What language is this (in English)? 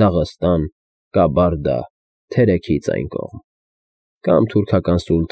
Armenian